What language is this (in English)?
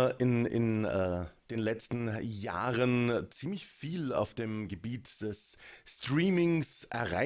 German